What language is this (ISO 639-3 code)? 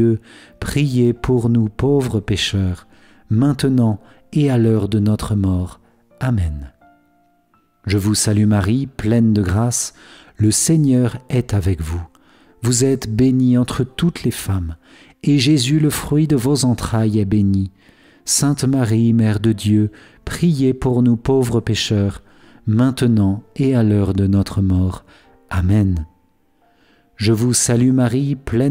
fra